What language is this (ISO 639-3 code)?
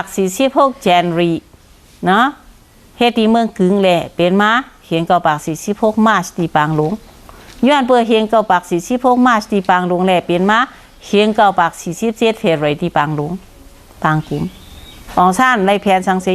shn